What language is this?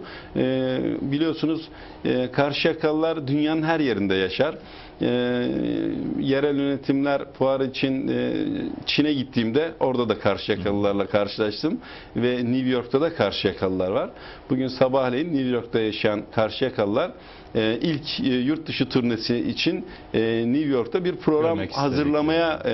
Turkish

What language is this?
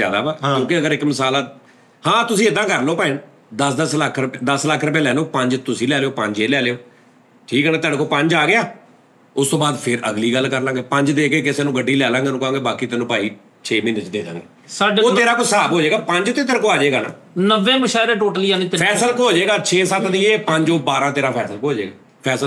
Punjabi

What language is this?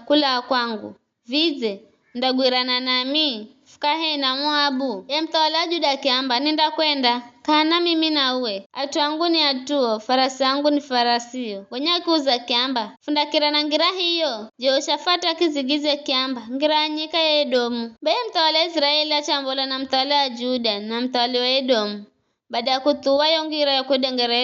Giryama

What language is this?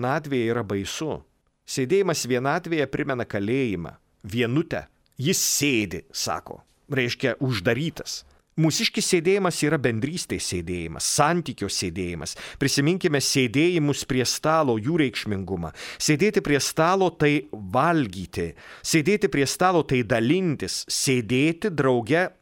Lithuanian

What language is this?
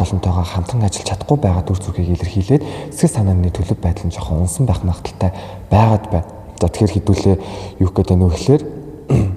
Mongolian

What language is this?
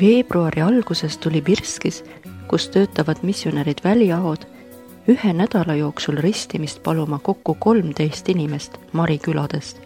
Estonian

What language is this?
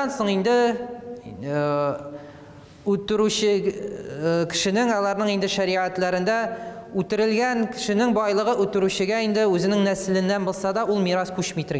Tatar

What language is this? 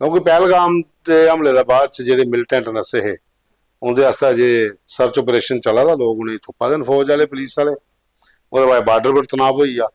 Dogri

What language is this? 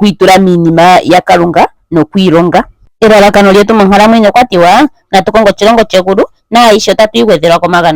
Ndonga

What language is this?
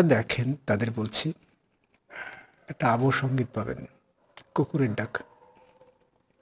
Bangla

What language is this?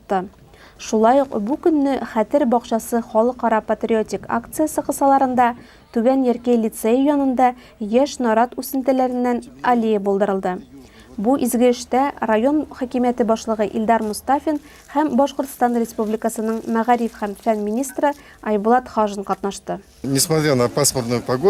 Tatar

